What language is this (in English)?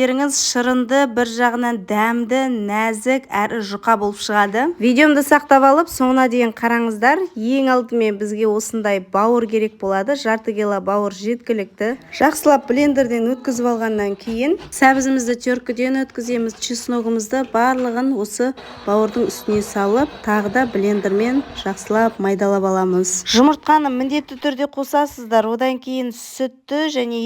Kazakh